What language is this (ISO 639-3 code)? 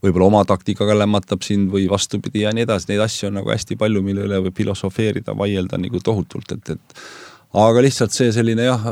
est